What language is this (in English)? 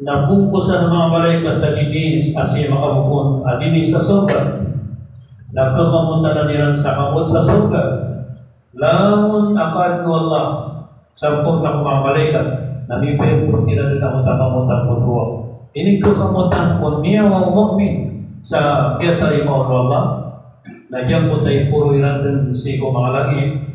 Maranao